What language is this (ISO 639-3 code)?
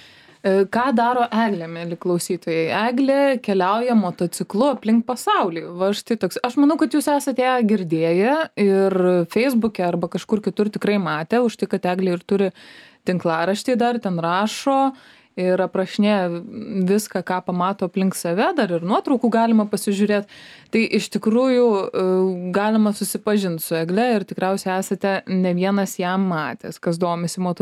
lit